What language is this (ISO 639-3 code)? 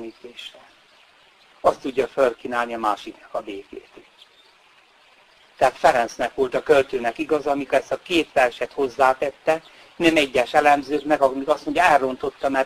hun